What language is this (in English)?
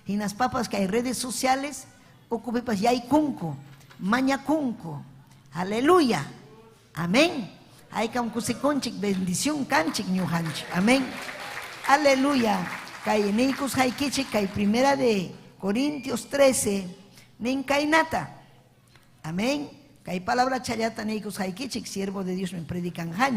Ayacucho Quechua